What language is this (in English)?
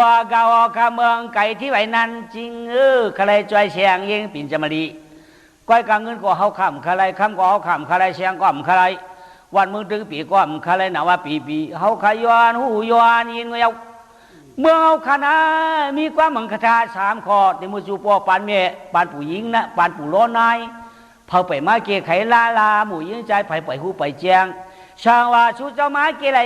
Shan